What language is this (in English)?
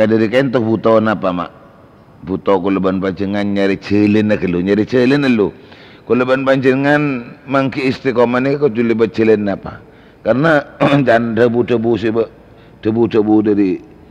Madurese